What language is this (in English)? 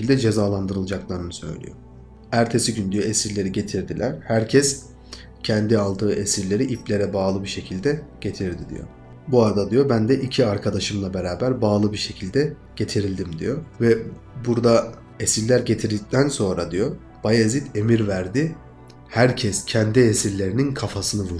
Turkish